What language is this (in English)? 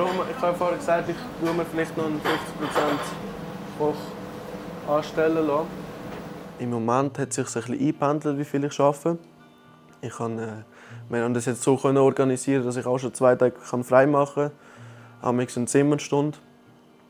Swiss German